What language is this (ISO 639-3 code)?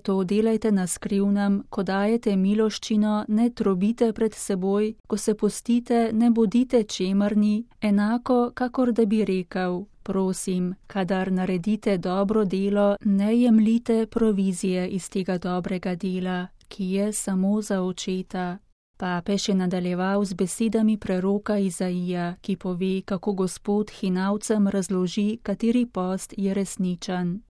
slv